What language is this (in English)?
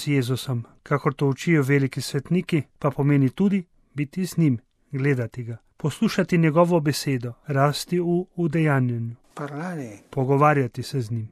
Slovenian